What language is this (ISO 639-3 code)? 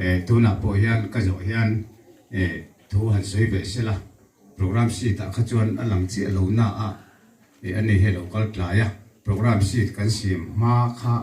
lus